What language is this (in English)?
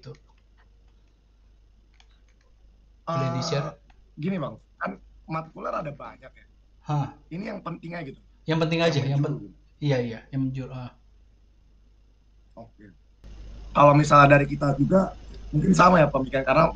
Indonesian